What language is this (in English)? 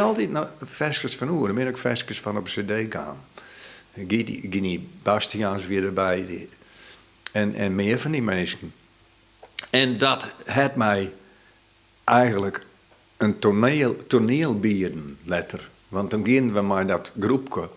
Western Frisian